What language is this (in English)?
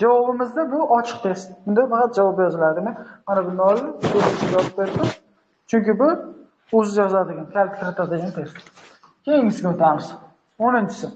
Uzbek